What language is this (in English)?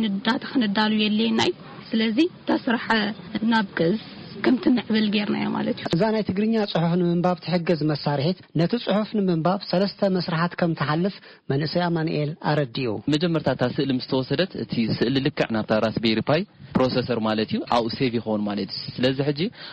Tigrinya